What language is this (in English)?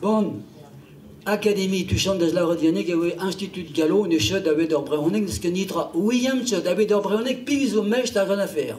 Breton